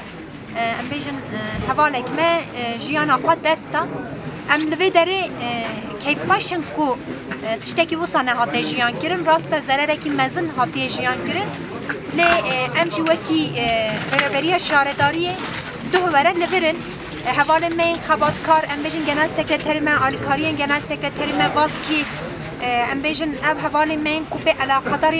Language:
Kurdish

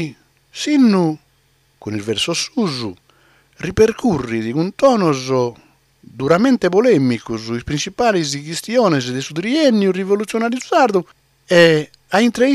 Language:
Sardinian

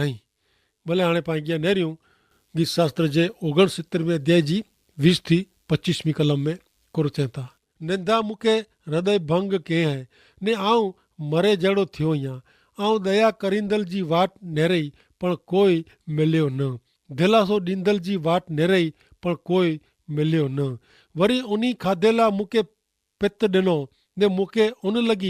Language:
Kachhi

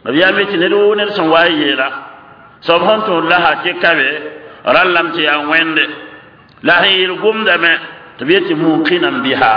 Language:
Mossi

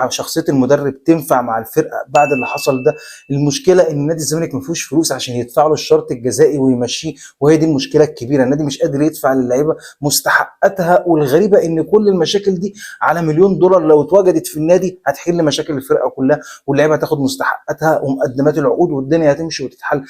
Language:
Egyptian Arabic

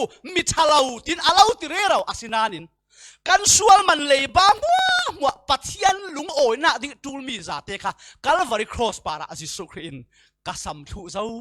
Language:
Falam Chin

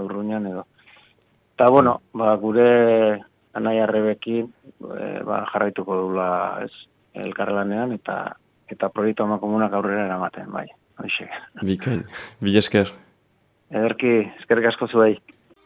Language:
Basque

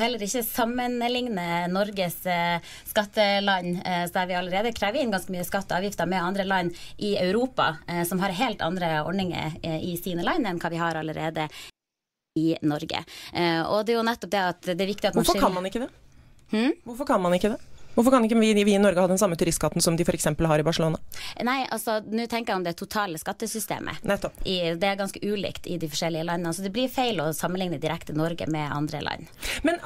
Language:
Norwegian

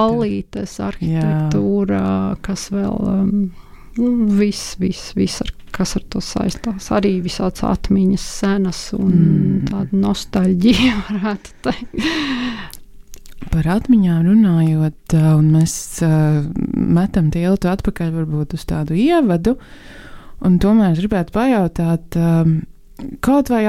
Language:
Latvian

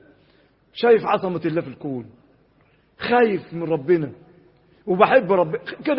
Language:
Egyptian Arabic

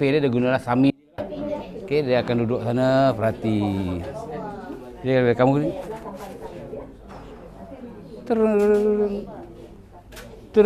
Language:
Malay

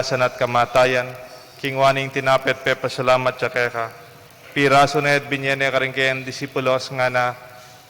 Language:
Pampanga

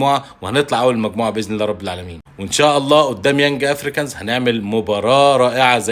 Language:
Egyptian Arabic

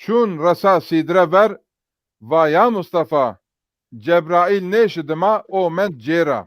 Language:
Zaza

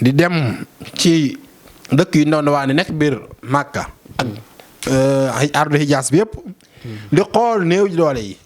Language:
Wolof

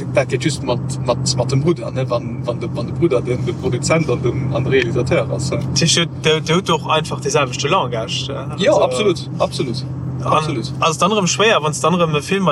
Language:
Luxembourgish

